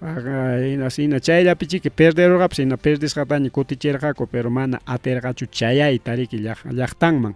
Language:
Ayacucho Quechua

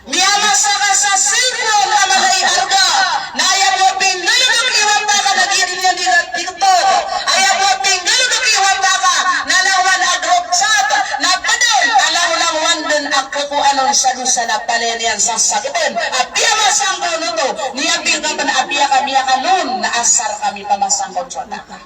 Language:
Maranao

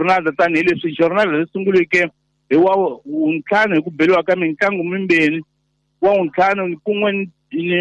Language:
Tsonga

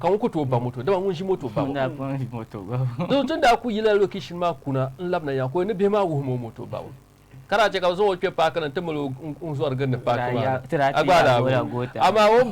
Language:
Dagbani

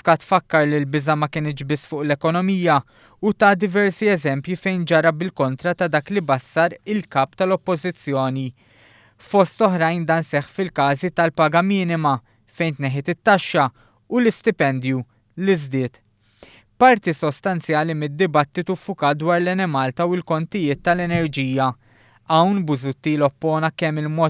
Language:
Maltese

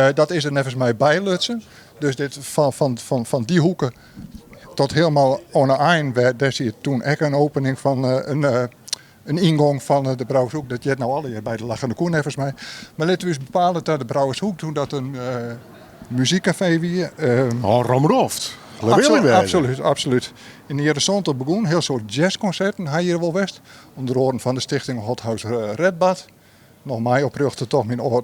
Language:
Western Frisian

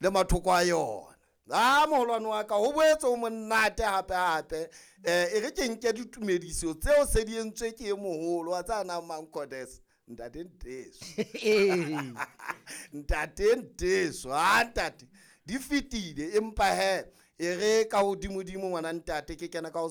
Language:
Southern Sotho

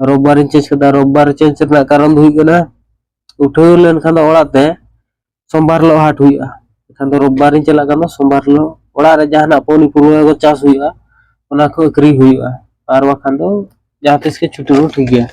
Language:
Santali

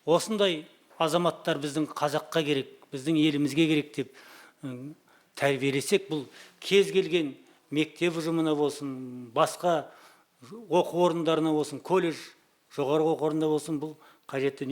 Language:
Kazakh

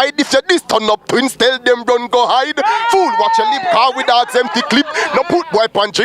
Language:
Jamaican Creole English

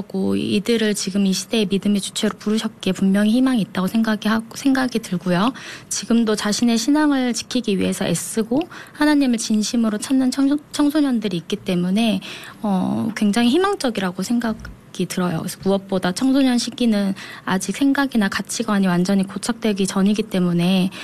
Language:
Korean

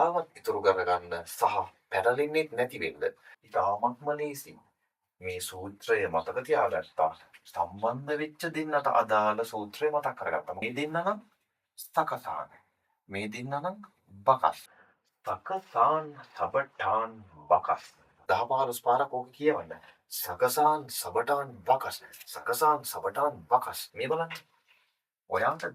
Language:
Sinhala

